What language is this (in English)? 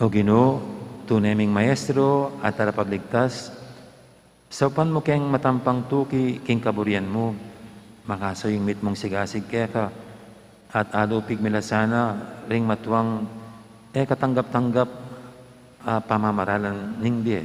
Pampanga